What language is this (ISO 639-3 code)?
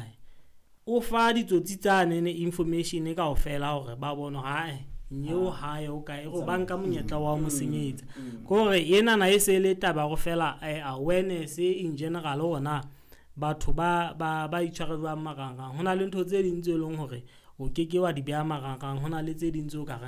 sot